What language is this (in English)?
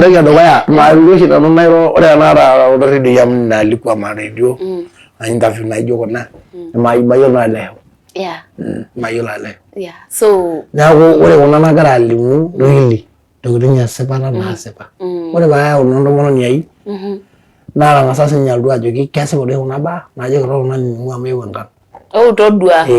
Masai